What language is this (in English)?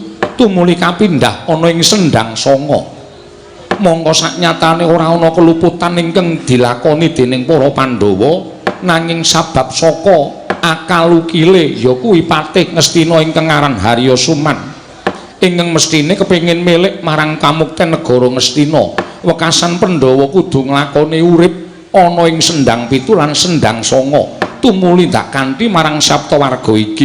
Javanese